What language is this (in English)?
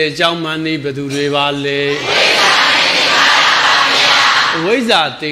Burmese